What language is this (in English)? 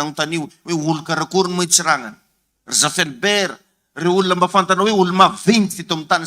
Malagasy